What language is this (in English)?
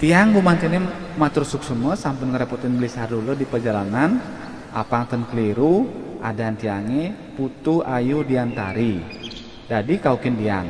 Balinese